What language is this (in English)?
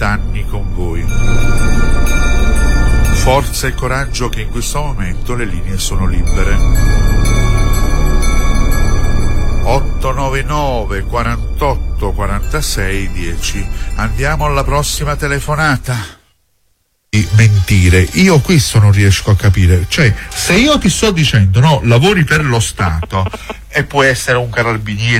Italian